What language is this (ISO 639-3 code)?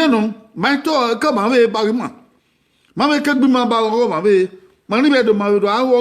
bin